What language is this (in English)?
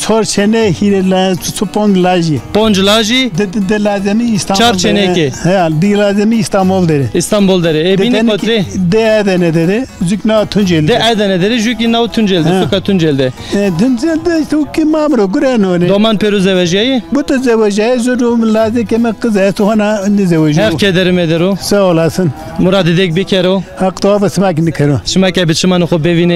Zaza